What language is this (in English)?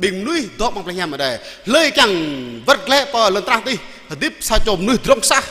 Jarai